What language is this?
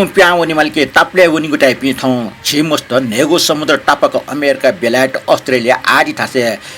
Newari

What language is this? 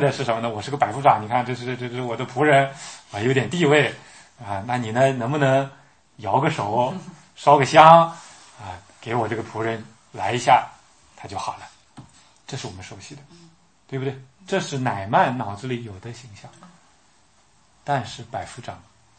Chinese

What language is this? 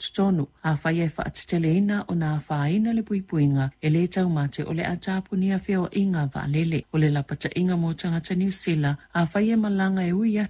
Samoan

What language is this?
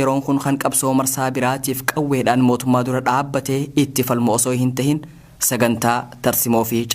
Oromo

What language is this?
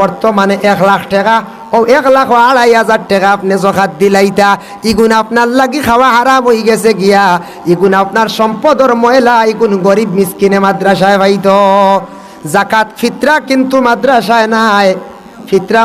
Sylheti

